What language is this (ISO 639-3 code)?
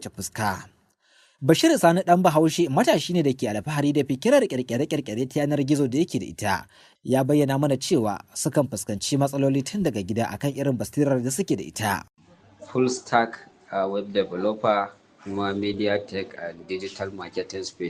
hau